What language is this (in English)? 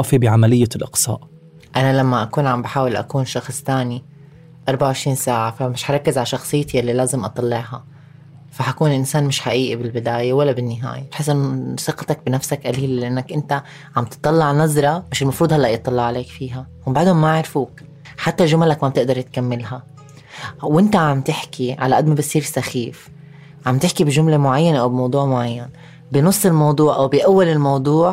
North Levantine Arabic